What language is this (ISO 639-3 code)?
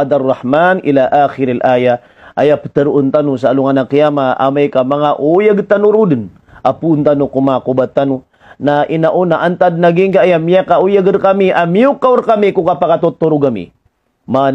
mrw